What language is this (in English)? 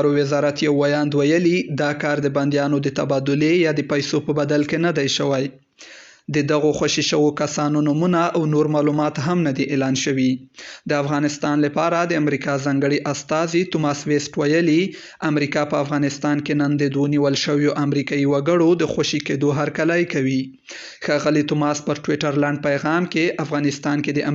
Pashto